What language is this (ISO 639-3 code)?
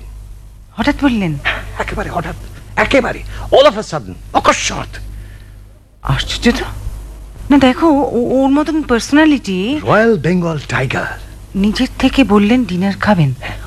ben